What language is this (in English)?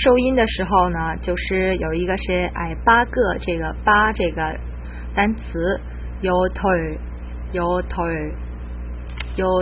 Chinese